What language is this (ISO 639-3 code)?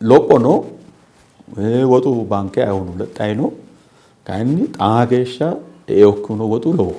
sid